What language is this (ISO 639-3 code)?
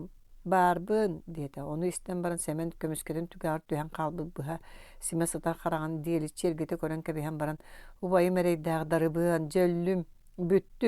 sah